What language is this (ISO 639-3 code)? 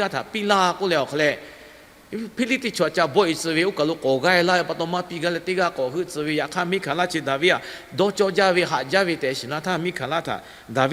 lhu